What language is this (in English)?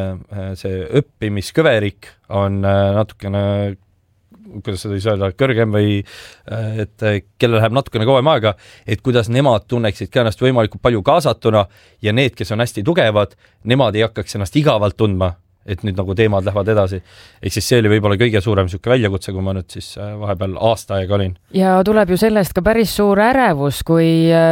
Estonian